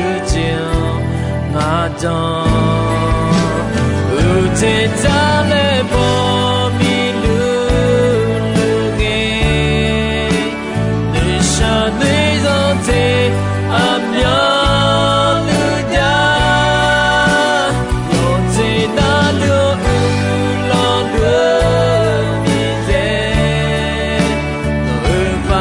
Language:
Akha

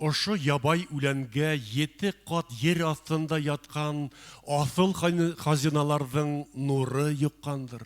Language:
Bashkir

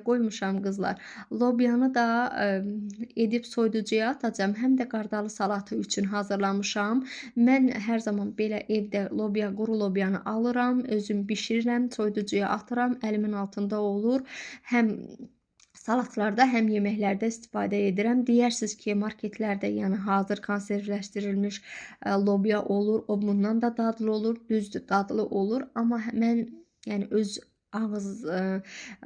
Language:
Azerbaijani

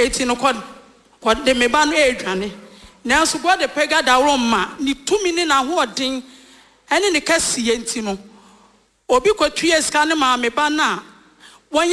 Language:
Akan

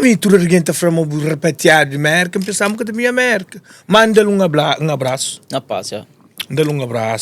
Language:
Kabuverdianu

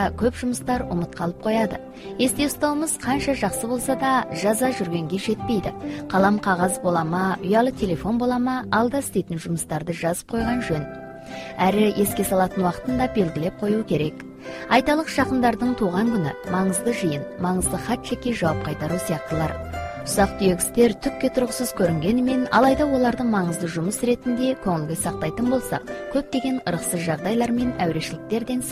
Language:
Kazakh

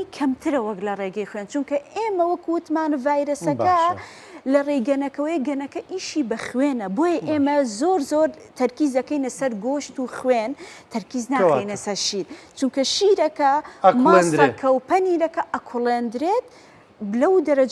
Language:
Central Kurdish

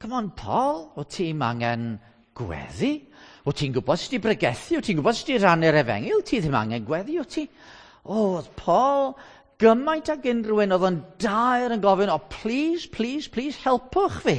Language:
Welsh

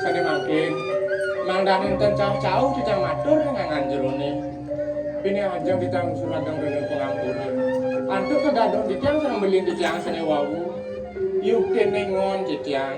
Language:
Balinese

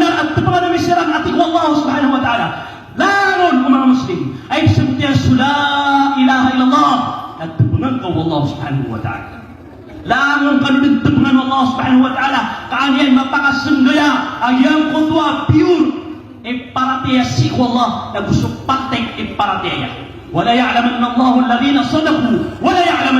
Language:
Maranao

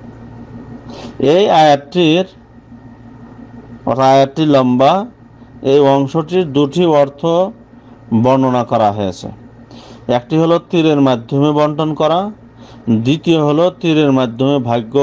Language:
Bangla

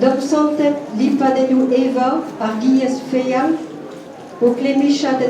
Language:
Breton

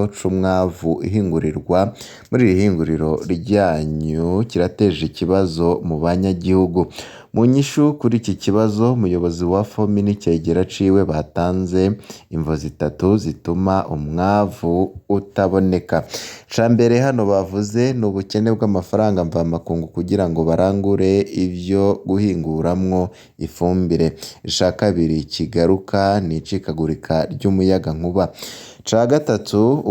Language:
Rundi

